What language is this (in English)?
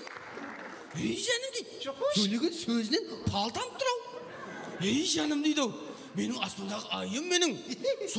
Kara-Kalpak